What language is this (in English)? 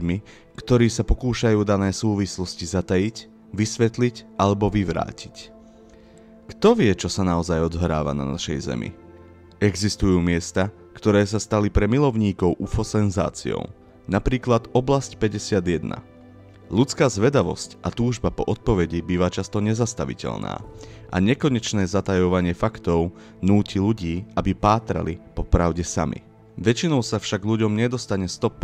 Slovak